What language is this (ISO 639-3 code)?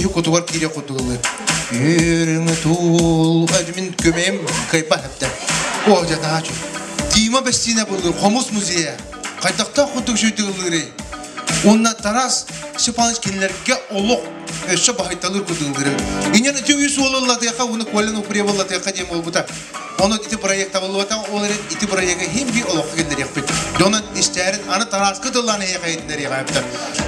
sah